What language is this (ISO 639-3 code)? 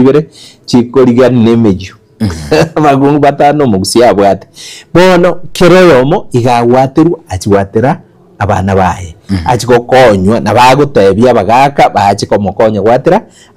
guz